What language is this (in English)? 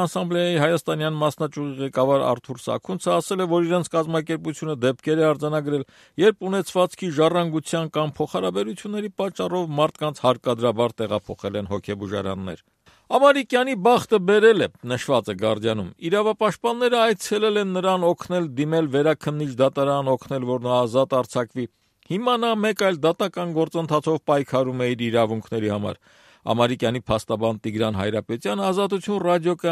Armenian